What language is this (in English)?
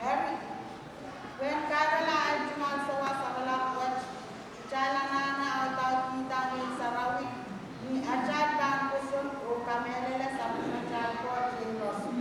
Pohnpeian